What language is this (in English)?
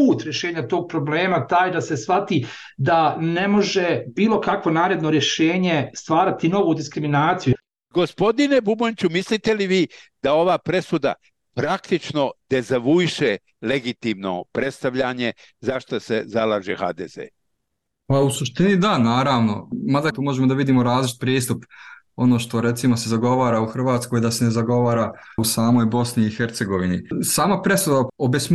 Bosnian